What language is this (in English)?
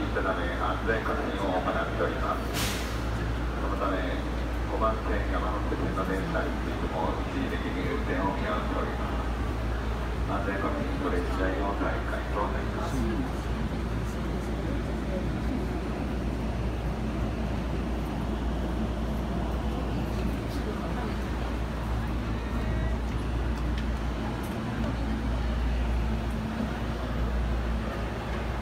Japanese